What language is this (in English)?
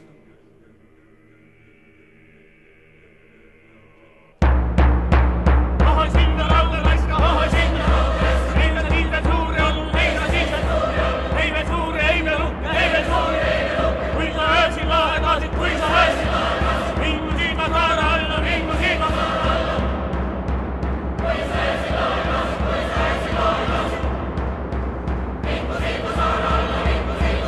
Estonian